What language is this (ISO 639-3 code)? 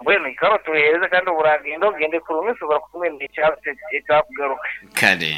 nyo